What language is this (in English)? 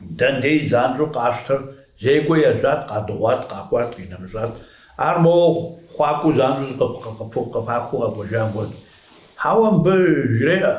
Kabardian